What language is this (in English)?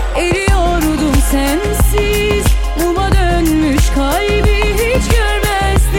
Turkish